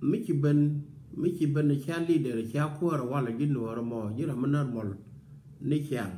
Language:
Nuer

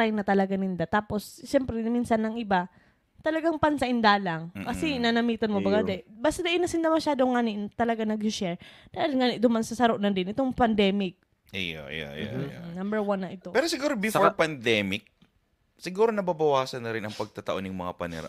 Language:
Bikol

